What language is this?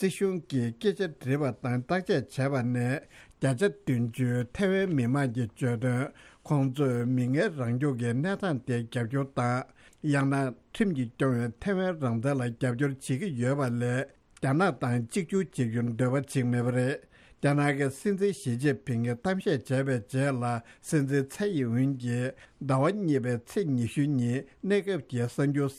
Tibetan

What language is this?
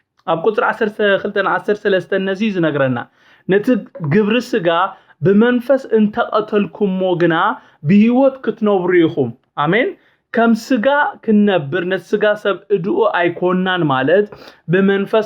Tigrinya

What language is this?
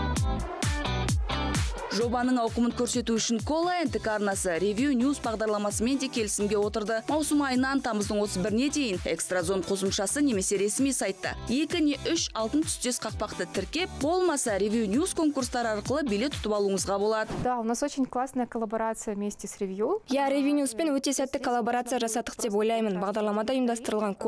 Kazakh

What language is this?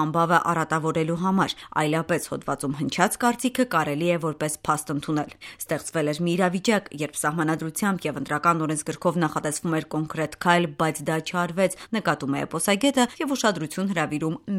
Armenian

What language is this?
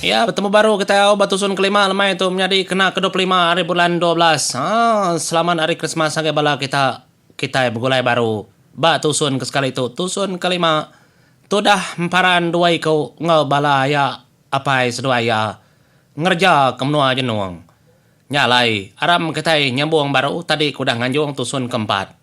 Iban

